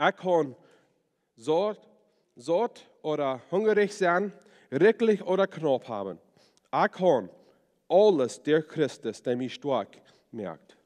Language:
Plautdietsch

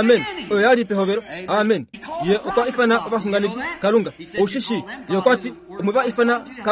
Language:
Kuanyama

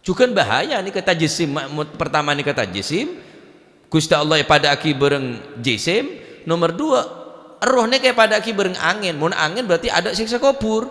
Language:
Madurese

